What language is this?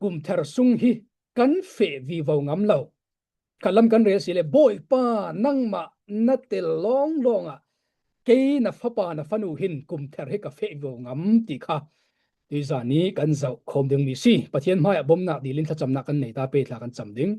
Falam Chin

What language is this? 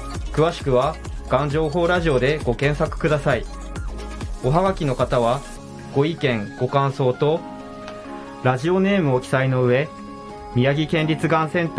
Japanese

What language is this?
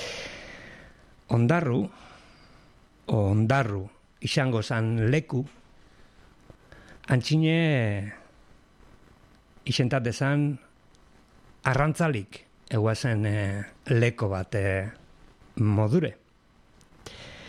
Basque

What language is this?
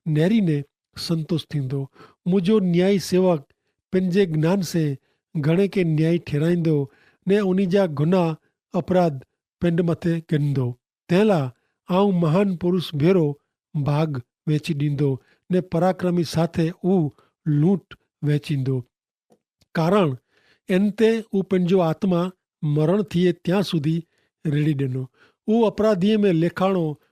Kachhi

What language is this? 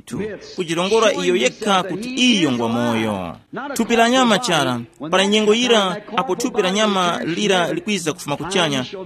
Tumbuka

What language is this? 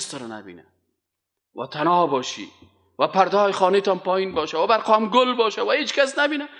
Persian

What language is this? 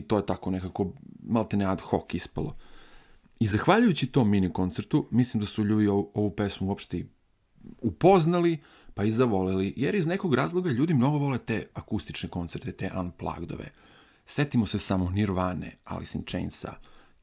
Serbian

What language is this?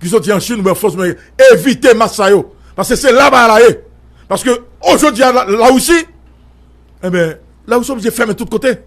Haitian Creole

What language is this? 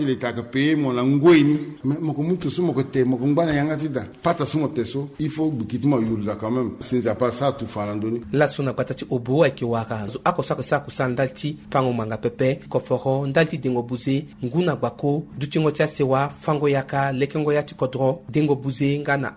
Sango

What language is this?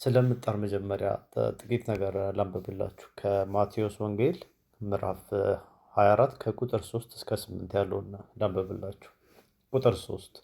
Amharic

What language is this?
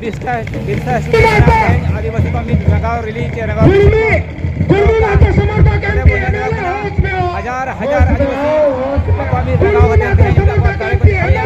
Santali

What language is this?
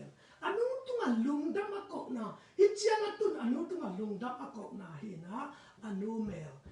Tedim Chin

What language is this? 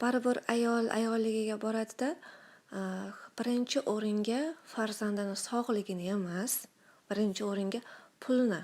Uzbek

